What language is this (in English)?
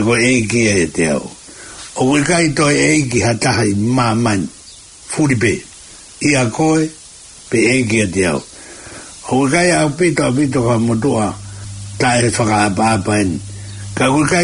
Tongan